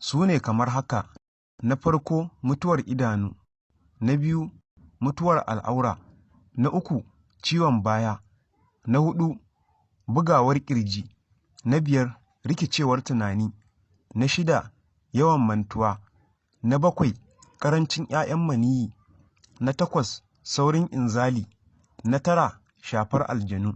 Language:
Hausa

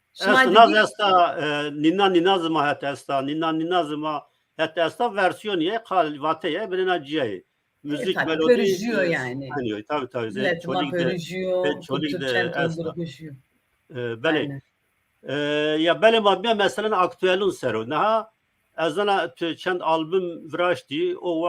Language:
Zaza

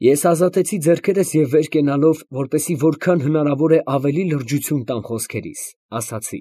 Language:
Armenian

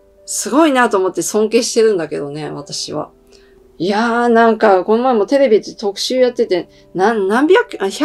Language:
Japanese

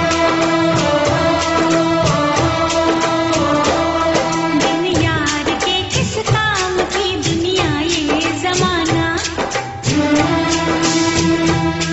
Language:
Hindi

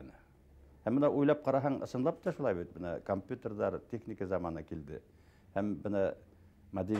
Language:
Bashkir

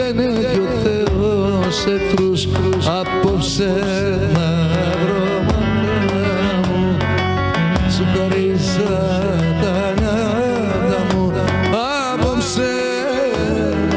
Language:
Greek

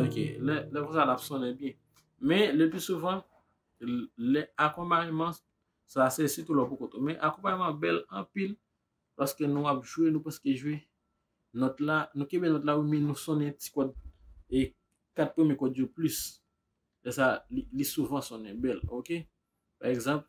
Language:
Haitian Creole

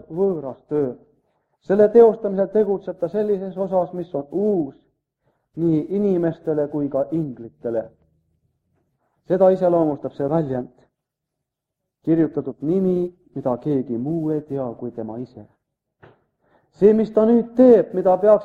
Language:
Estonian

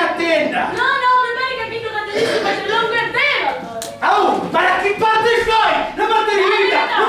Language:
Sicilian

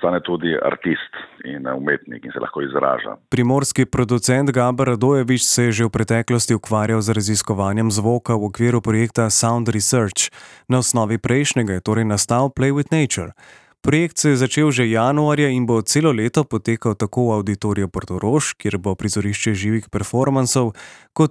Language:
Slovenian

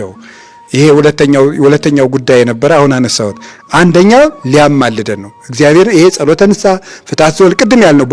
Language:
Amharic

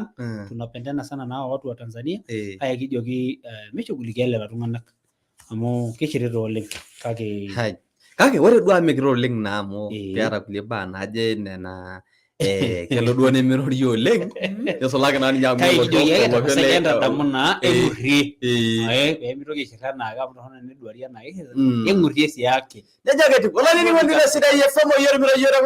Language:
Masai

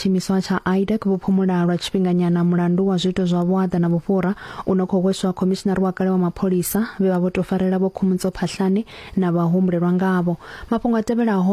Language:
Venda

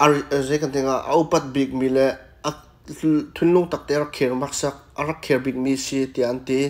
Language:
Hakha Chin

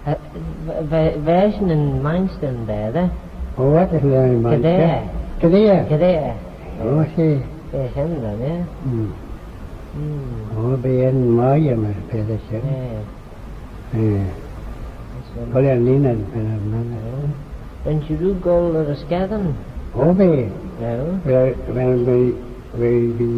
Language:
Manx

